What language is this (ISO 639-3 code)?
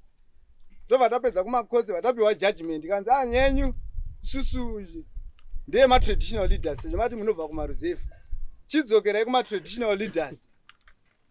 sna